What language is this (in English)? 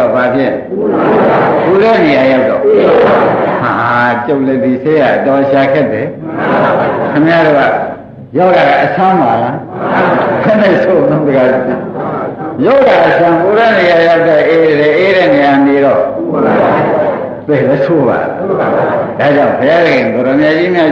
Burmese